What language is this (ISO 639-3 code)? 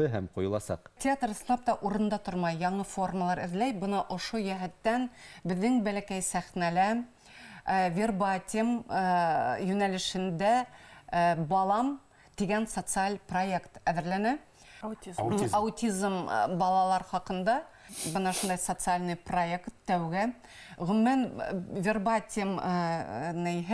bak